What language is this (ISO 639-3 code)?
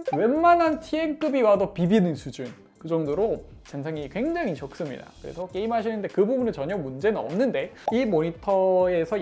kor